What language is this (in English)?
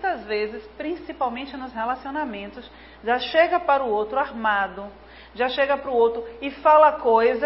Portuguese